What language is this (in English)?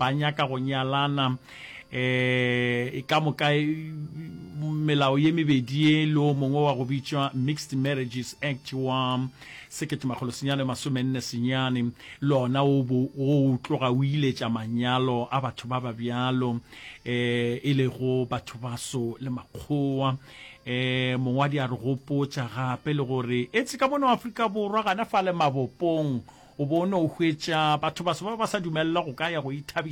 Northern Sotho